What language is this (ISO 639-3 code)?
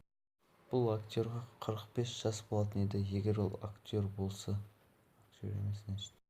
kaz